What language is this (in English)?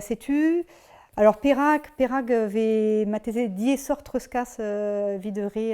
Breton